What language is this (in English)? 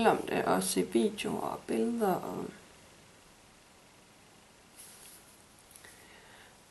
Danish